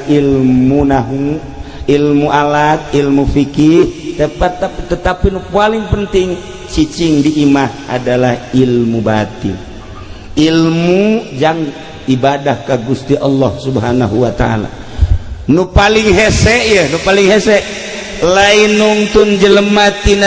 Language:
Sundanese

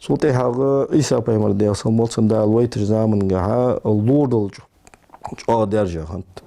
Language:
Ingush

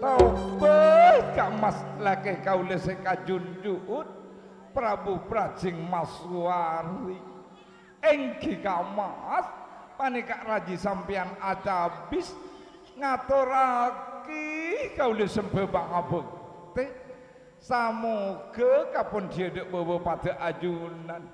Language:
Madurese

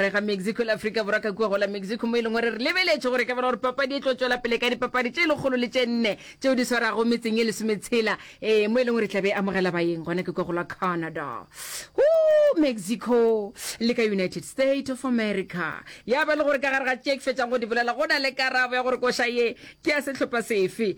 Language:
Northern Sotho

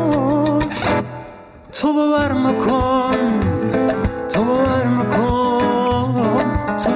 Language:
Persian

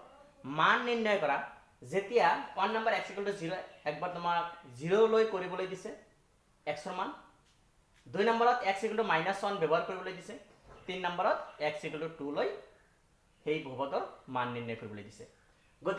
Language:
Assamese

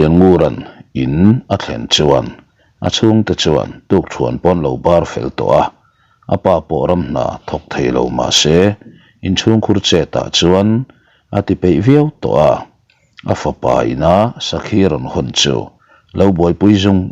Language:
Mizo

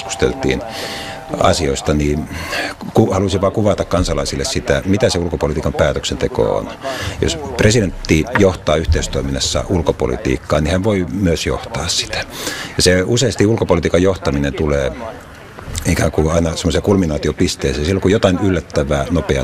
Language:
Finnish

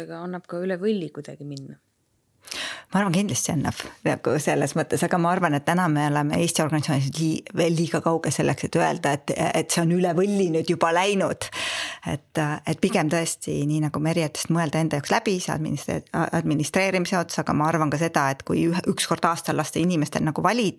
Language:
Estonian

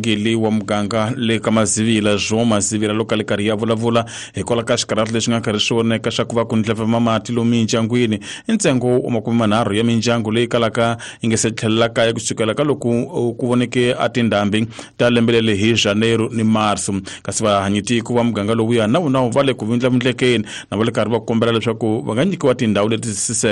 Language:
Tsonga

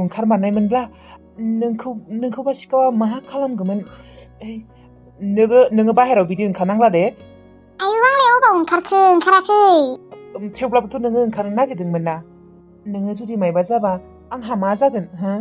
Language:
Bodo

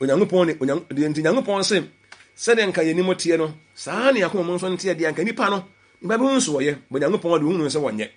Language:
Akan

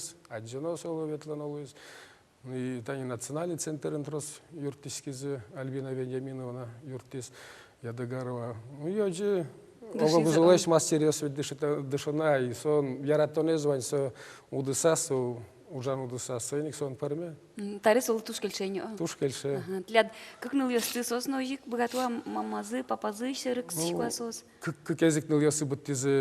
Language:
Udmurt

